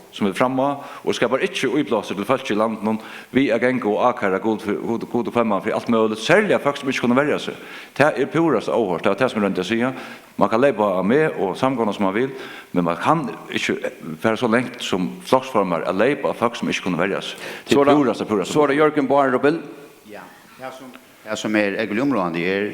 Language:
Faroese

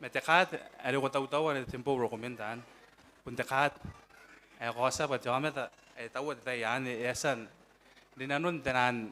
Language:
Gilbertese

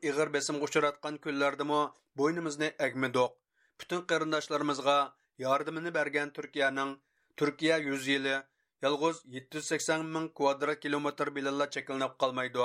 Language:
Uyghur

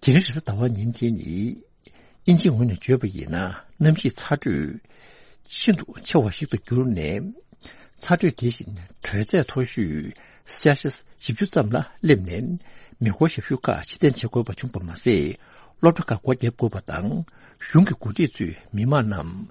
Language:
Tibetan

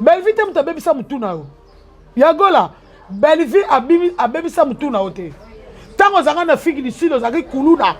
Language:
Lingala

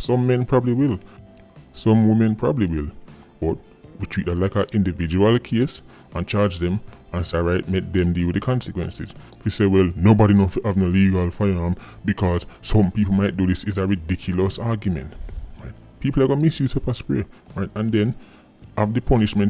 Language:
Jamaican Creole English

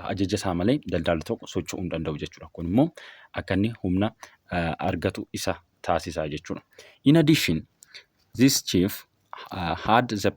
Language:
Oromo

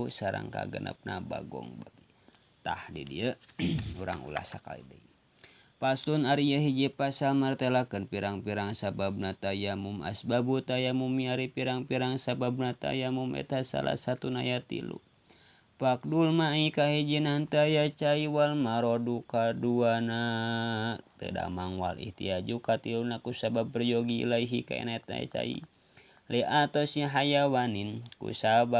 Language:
Sundanese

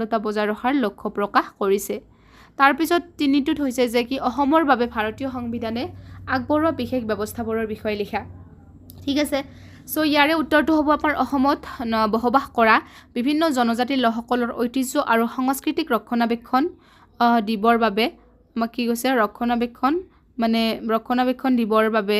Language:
Assamese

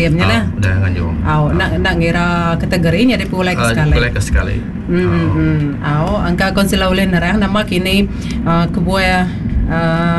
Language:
Iban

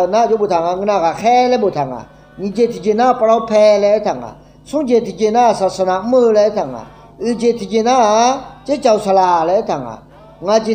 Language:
Akha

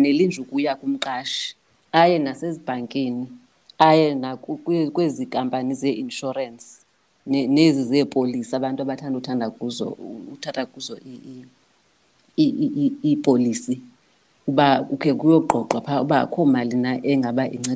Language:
Xhosa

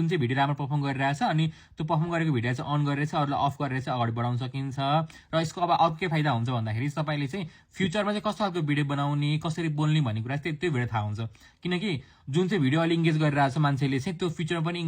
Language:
Nepali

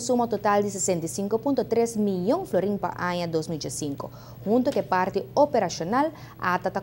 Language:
Papiamento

